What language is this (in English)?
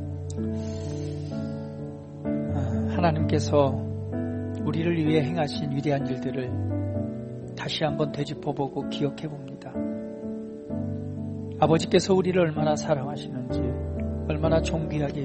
Korean